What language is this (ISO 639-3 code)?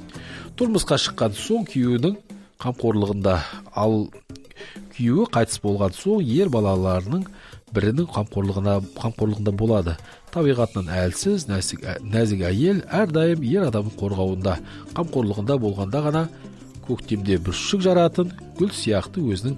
kaz